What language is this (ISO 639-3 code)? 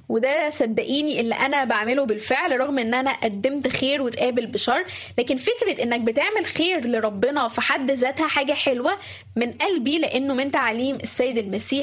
arz